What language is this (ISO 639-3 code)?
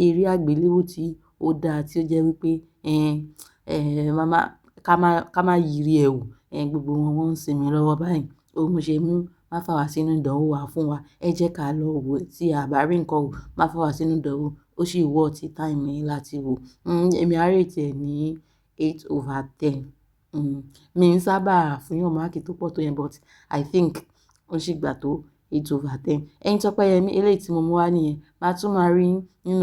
yor